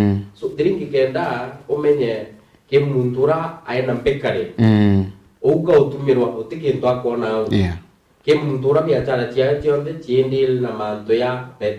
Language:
Meru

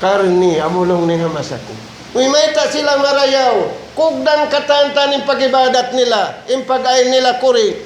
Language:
Tausug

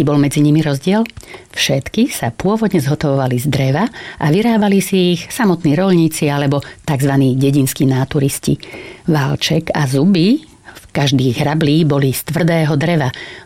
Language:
Slovak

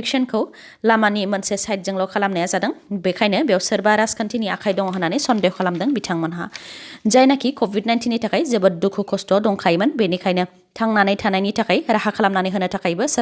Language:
Bodo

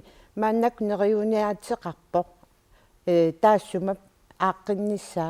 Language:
Kalaallisut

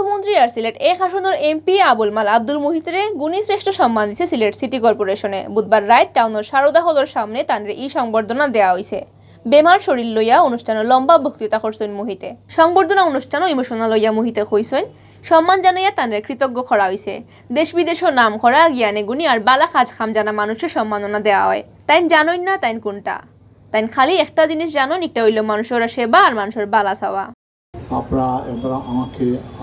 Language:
Sylheti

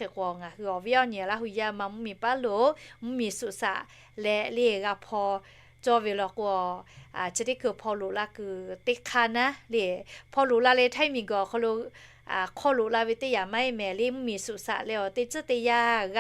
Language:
Lahu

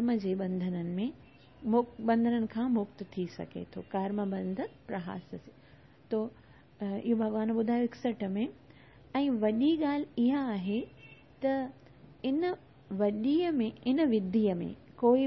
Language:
Sindhi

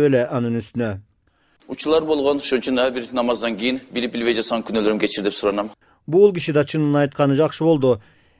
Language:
Kyrgyz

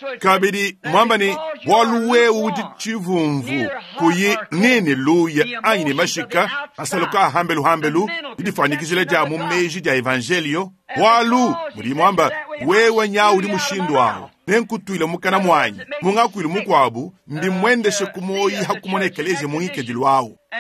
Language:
Luba-Lulua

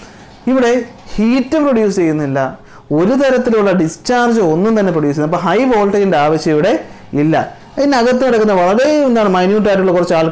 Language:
Malayalam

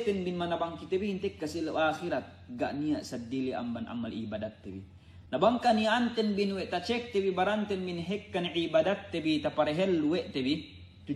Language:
Yakan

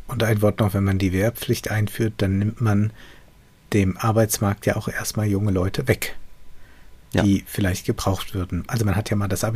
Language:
German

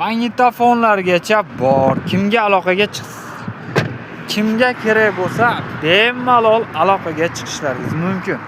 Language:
Uzbek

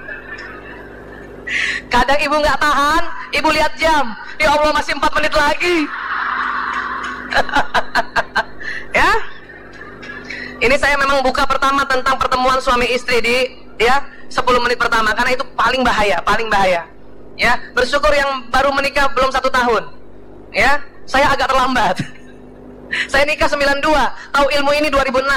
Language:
Indonesian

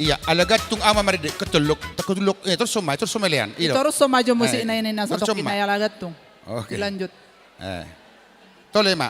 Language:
Batak Toba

